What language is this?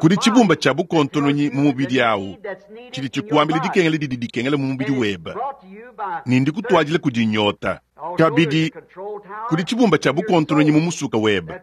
Luba-Lulua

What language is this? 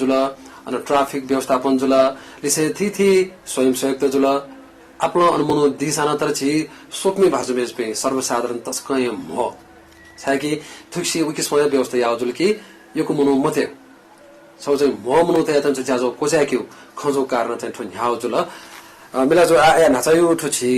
Newari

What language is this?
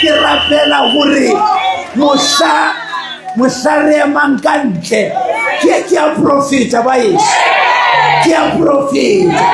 Southern Sotho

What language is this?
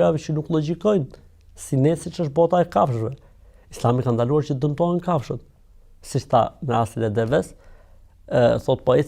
Albanian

